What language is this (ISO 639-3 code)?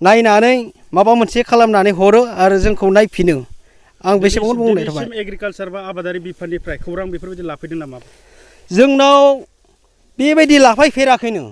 brx